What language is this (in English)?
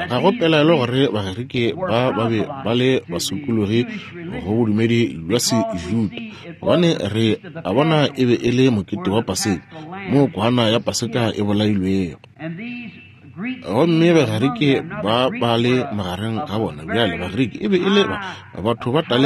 Northern Sotho